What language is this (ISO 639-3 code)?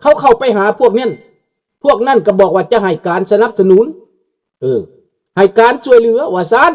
lao